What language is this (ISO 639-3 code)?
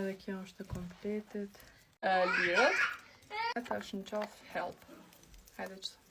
sqi